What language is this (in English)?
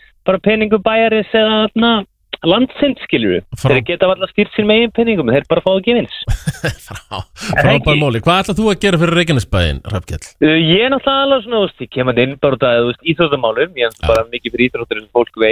Icelandic